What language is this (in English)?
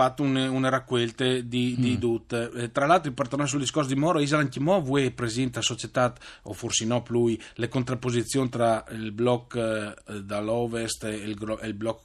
Friulian